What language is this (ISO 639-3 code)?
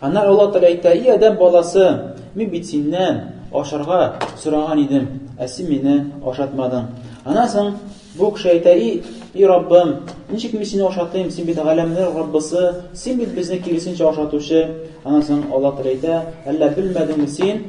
tat